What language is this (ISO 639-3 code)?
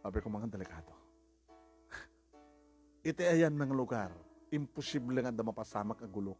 ilo